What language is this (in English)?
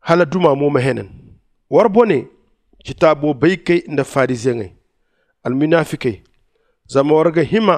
Zarma